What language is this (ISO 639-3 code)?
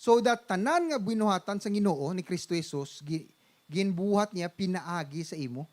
hil